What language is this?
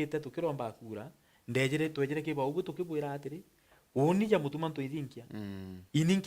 Meru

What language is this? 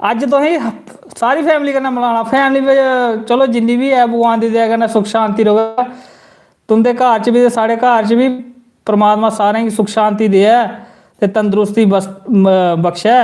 Dogri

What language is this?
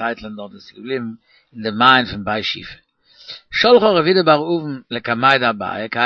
Yiddish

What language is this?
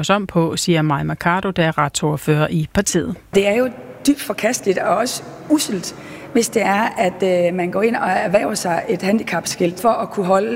Danish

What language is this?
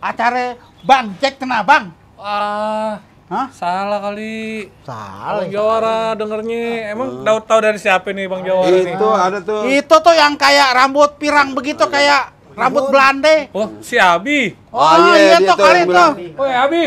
Betawi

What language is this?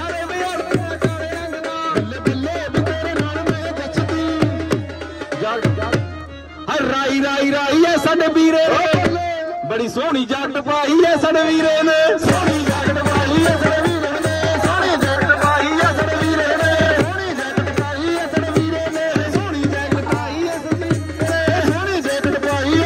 Punjabi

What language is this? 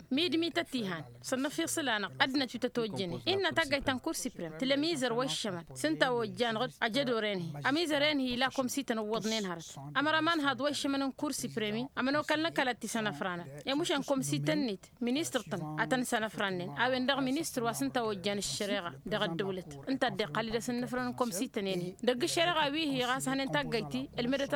Tamasheq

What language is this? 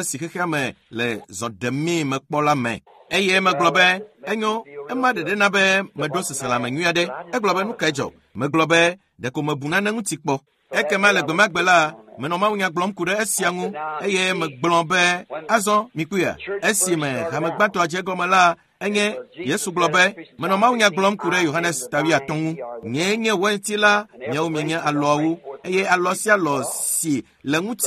Ewe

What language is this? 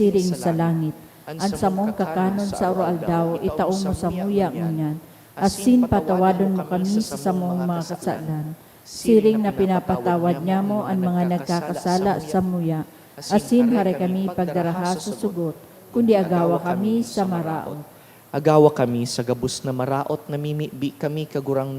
Bikol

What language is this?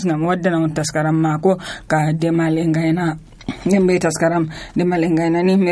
Nigerian Fulfulde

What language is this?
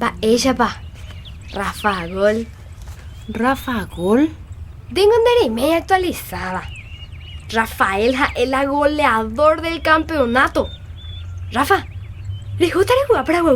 Guarani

